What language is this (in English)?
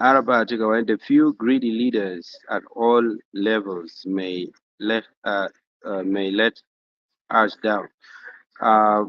Acoli